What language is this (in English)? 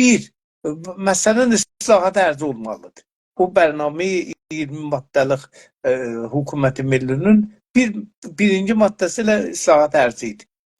South Azerbaijani